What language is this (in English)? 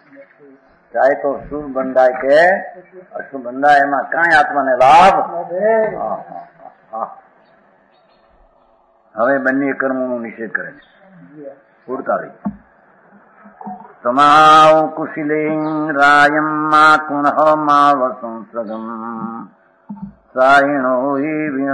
Gujarati